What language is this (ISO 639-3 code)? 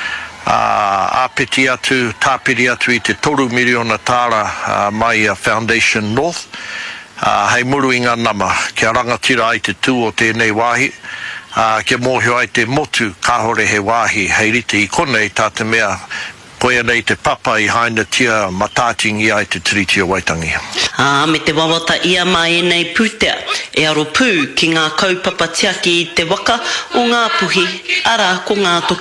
mri